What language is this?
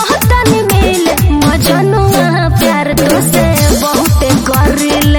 Bhojpuri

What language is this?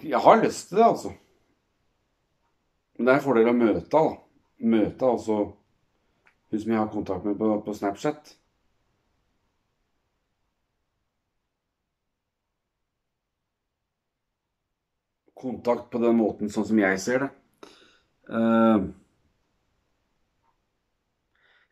Norwegian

